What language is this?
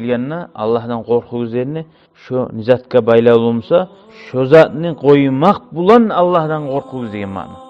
Kumyk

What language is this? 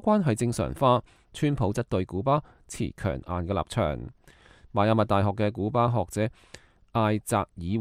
Cantonese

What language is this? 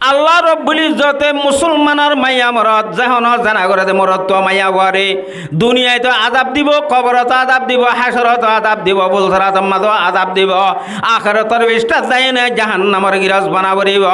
Rohingya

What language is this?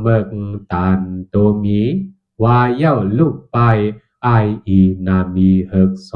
Shan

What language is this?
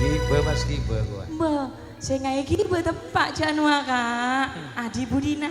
Madurese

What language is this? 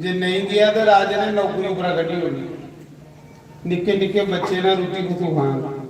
Dogri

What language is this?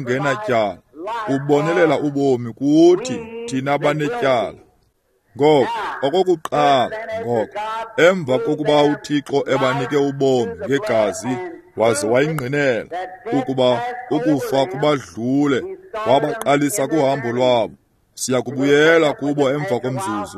Xhosa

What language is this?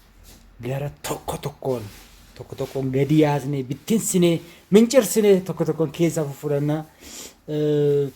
Oromo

